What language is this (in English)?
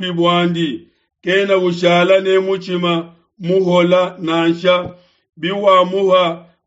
Luba-Lulua